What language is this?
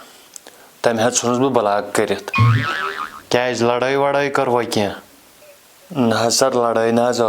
Kashmiri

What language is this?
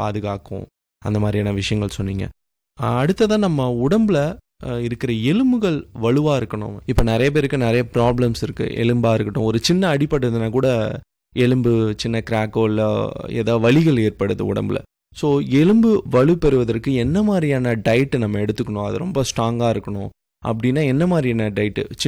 Tamil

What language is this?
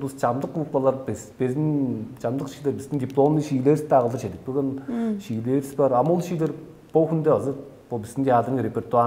Tuvinian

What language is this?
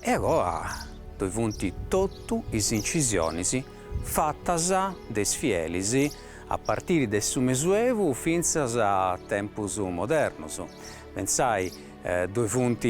Sardinian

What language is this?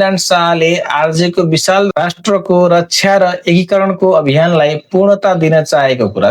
Nepali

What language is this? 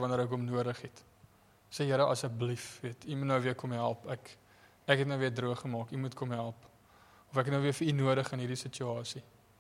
Afrikaans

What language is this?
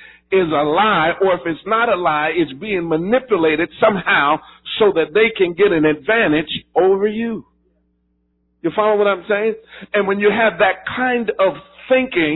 English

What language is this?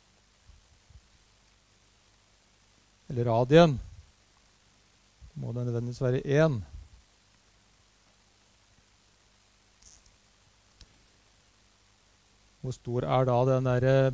Norwegian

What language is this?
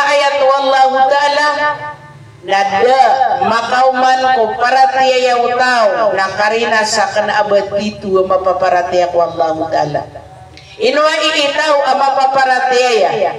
Maranao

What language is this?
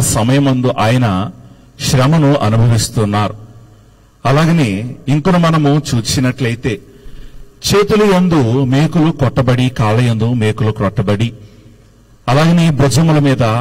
Telugu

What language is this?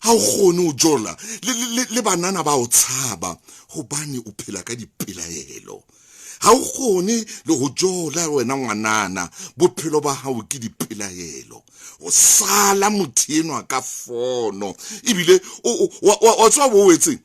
Southern Sotho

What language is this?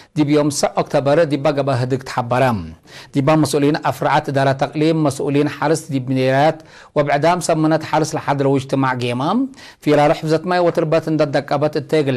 Tigre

